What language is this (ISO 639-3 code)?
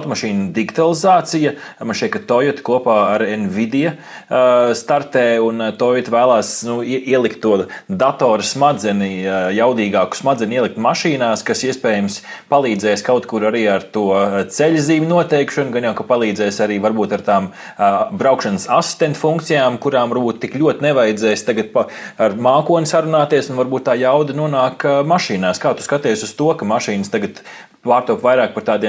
lav